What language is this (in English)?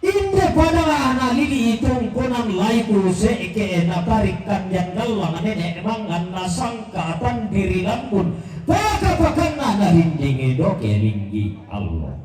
Toraja-Sa'dan